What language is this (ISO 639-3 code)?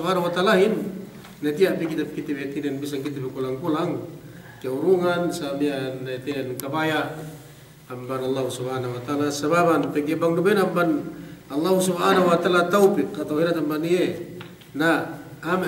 yka